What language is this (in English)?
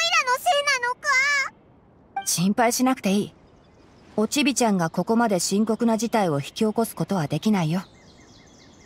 Japanese